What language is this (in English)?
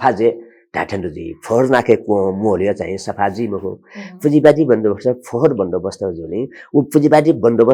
Newari